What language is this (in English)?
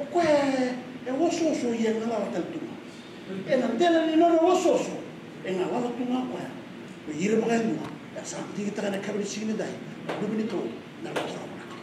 Fijian